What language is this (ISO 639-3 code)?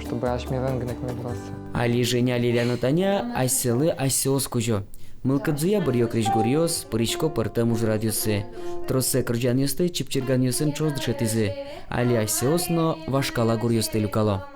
udm